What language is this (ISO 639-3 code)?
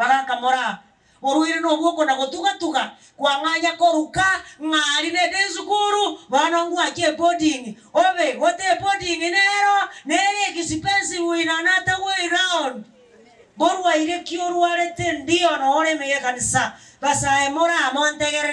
guz